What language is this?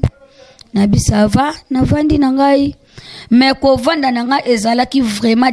Lingala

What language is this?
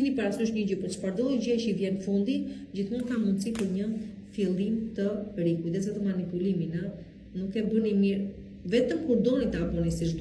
Albanian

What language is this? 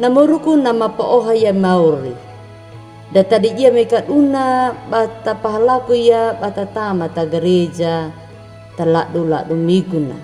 Anakalangu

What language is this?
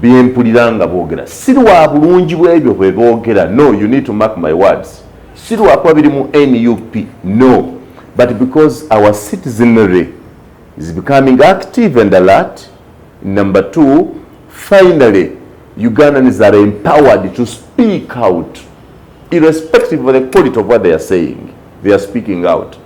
Ganda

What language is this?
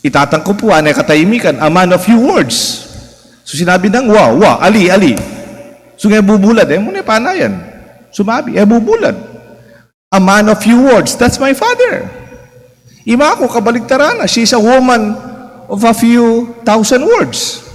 Pampanga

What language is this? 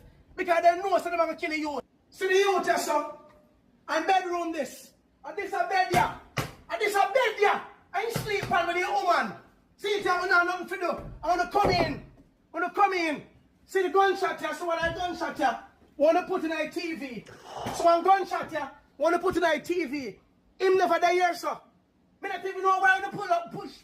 Jamaican Creole English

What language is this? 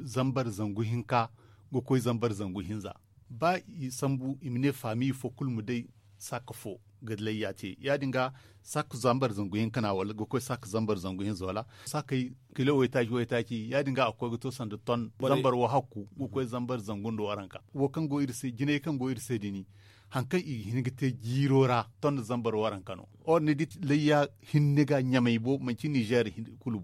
Zarma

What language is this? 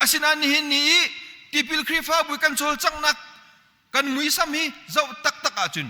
Hakha Chin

